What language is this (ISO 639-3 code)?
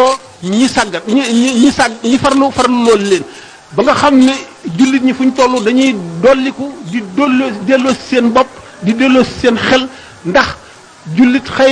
wol